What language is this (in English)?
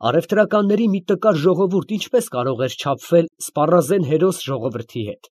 Armenian